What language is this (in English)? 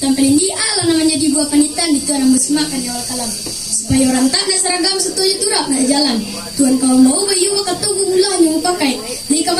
Minangkabau